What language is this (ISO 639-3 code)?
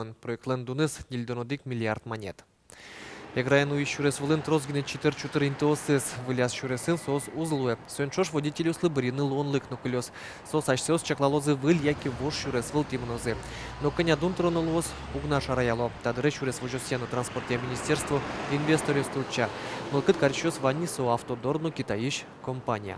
udm